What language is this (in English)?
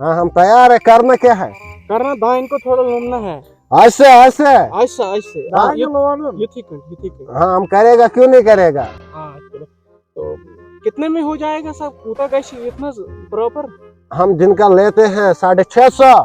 Kashmiri